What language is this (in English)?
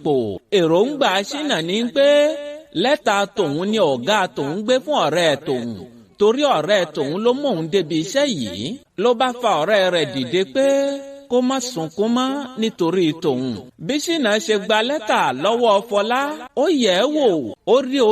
Yoruba